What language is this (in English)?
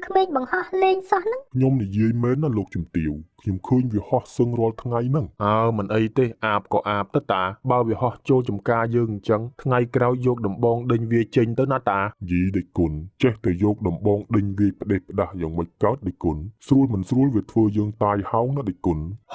Khmer